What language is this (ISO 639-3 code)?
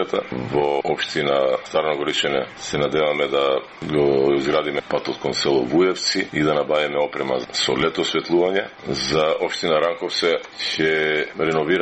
mkd